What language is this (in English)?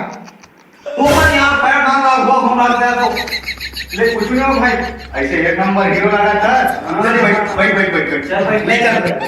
Chhattisgarhi